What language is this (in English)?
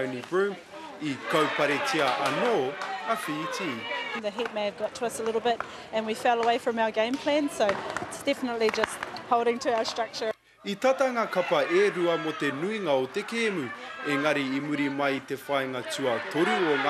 Māori